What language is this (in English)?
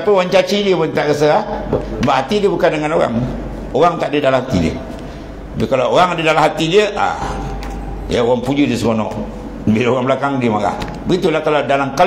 Malay